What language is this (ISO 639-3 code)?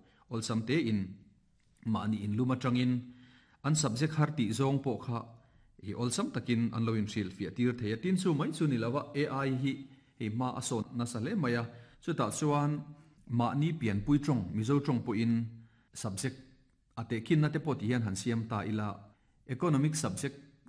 lus